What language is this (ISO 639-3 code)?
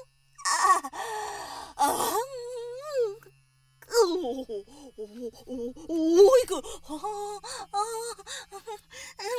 jpn